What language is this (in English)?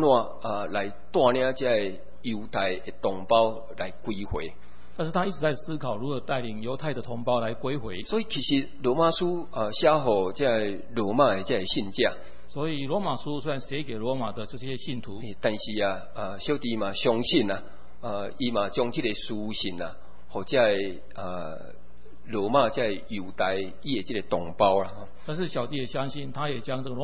Chinese